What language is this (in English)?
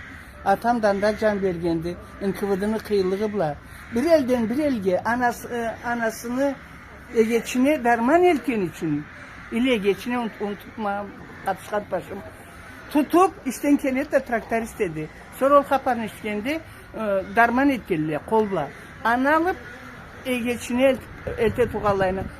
Karachay-Balkar